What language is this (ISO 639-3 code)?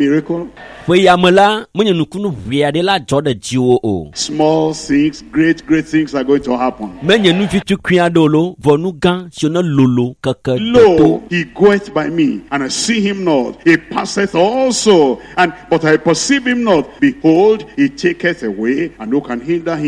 ewe